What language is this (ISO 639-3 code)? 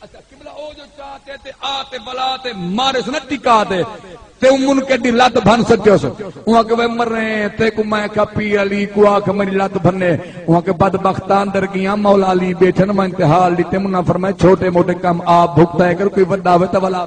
skr